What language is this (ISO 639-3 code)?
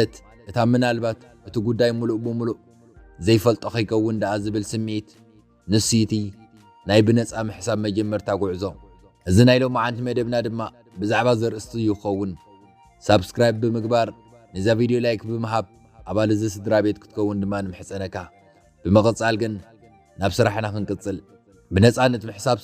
tir